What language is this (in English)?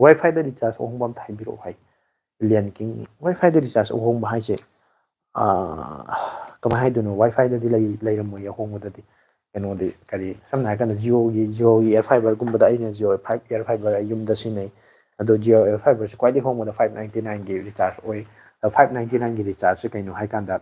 Manipuri